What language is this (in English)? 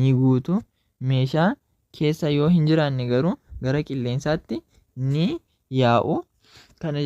Oromo